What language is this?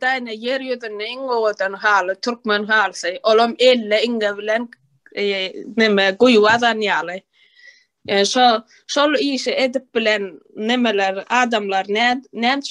Turkmen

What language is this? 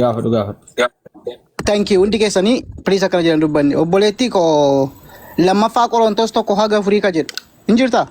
Oromo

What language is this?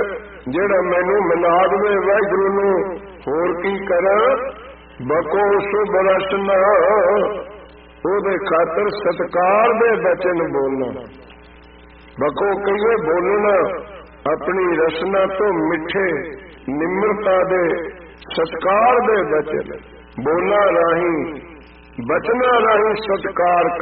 Punjabi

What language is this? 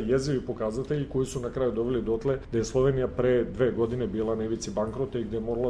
Serbian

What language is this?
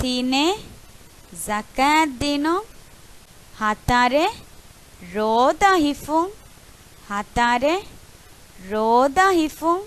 Divehi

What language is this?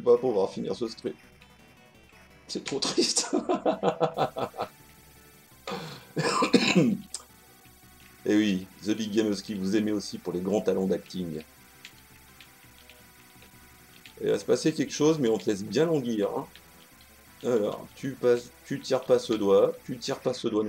French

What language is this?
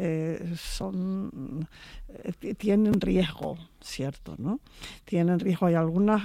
Spanish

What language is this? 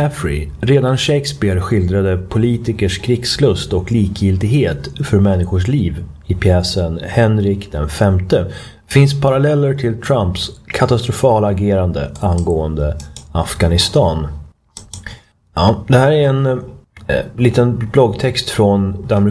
Swedish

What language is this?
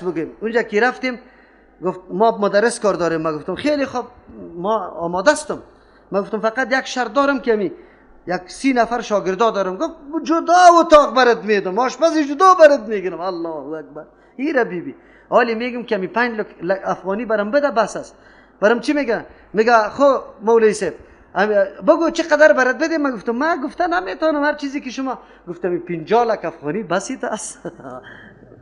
Persian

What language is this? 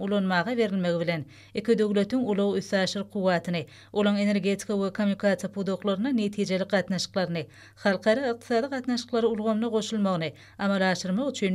Turkmen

